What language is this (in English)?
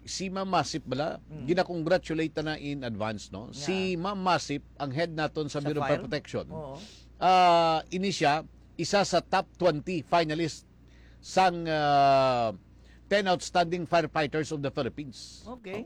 Hiligaynon